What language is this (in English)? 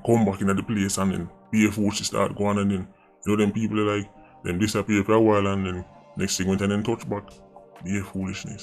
Jamaican Creole English